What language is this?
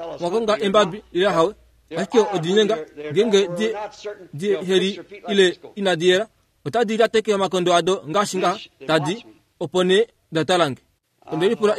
Kuanyama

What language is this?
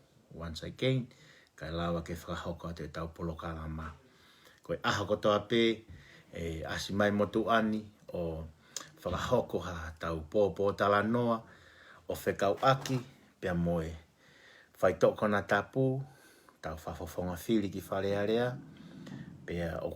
Tongan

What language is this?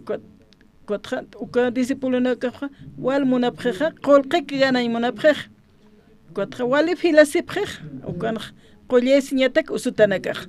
Aymara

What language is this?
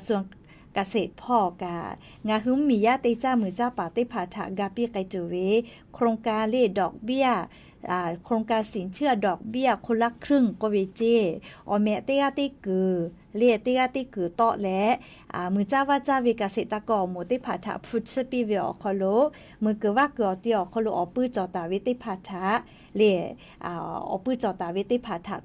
Lahu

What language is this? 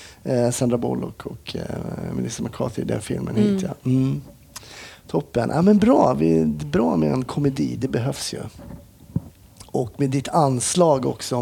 Swedish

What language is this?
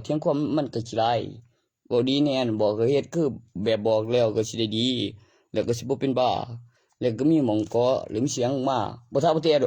Northeastern Thai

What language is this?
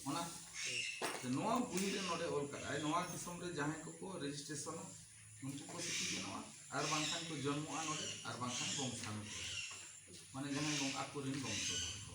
Santali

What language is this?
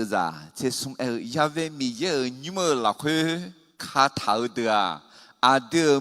Akha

